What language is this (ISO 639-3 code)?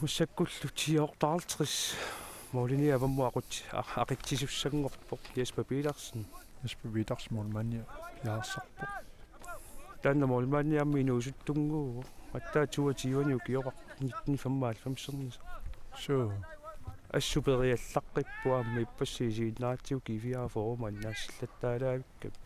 kal